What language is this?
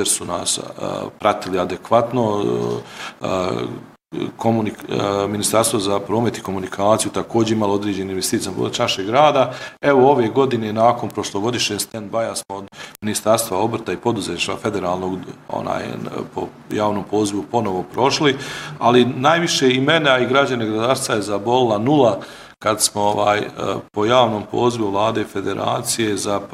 Bosnian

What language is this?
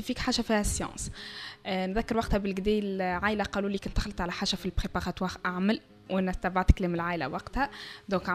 Tunisian Arabic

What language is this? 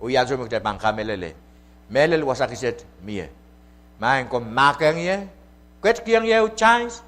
Pohnpeian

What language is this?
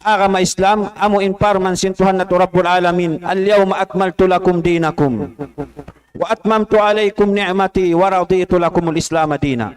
Tausug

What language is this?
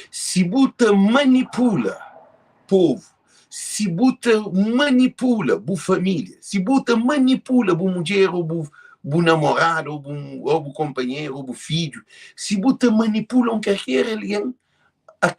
Kabuverdianu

